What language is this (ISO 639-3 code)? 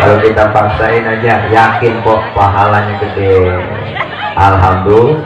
bew